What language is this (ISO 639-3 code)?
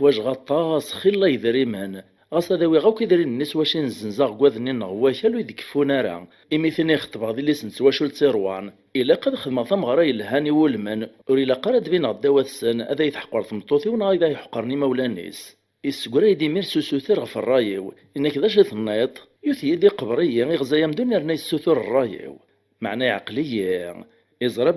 kab